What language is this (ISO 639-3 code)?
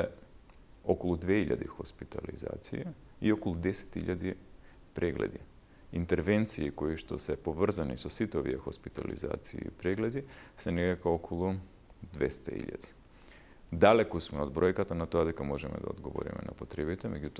mkd